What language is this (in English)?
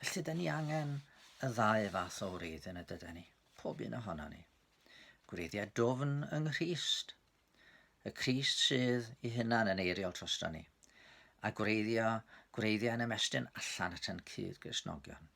Welsh